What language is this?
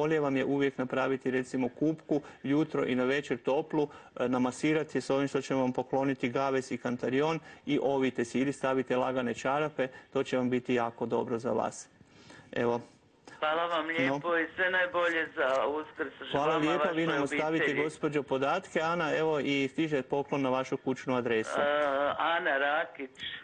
Croatian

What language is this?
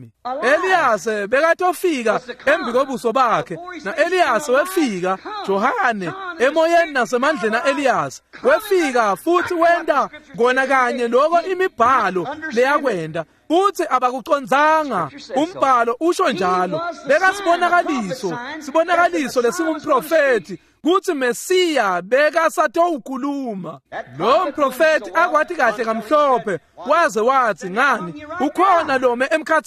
Swati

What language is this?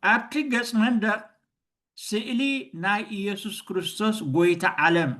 Tigrinya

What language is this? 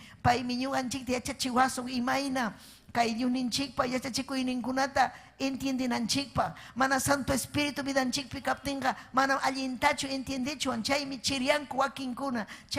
Ayacucho Quechua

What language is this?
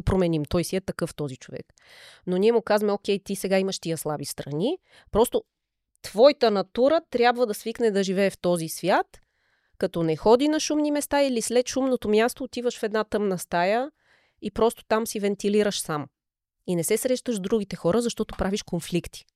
Bulgarian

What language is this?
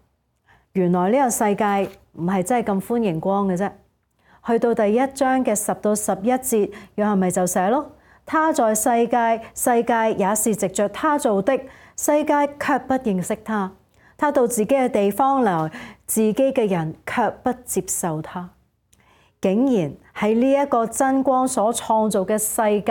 Cantonese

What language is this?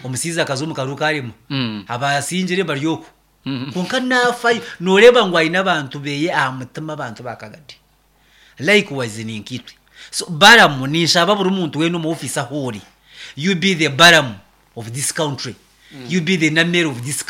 Nyankole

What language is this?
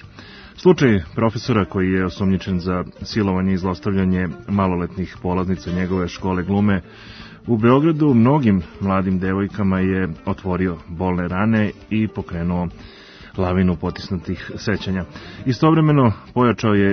Serbian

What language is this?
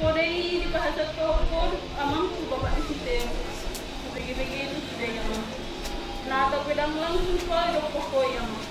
Batak Toba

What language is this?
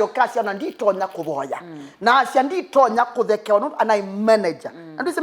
Kamba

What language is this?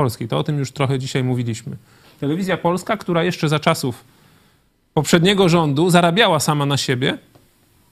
Polish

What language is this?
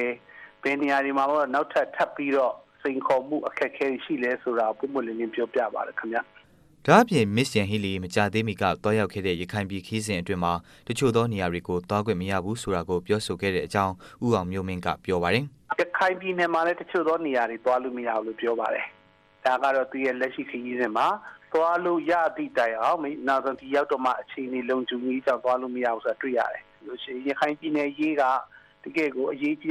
Burmese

